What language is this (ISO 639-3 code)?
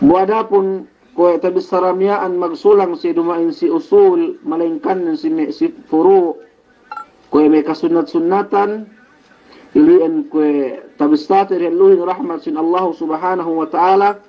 yka